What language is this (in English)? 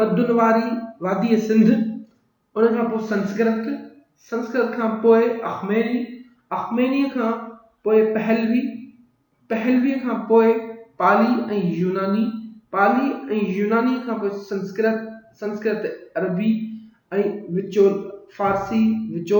Sindhi